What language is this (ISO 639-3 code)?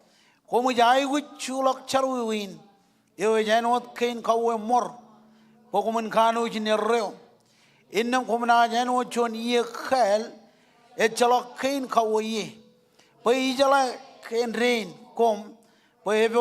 mah